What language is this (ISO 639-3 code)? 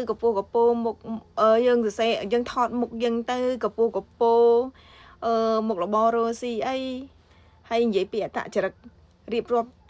khm